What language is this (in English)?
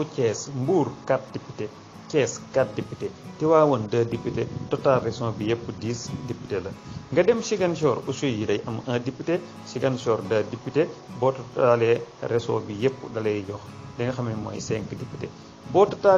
Wolof